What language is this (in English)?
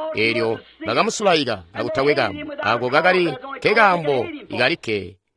Tonga (Zambia)